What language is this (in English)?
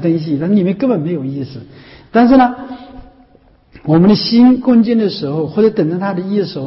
Chinese